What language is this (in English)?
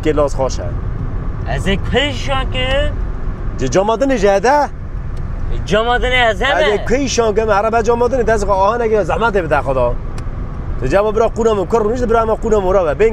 Kurdish